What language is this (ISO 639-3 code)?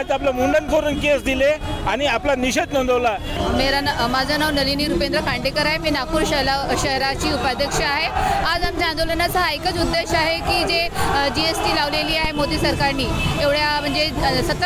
mar